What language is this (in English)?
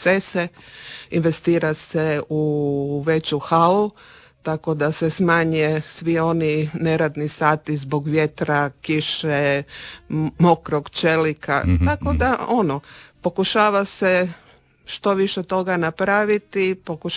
Croatian